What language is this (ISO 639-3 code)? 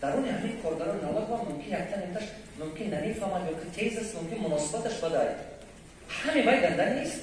tgk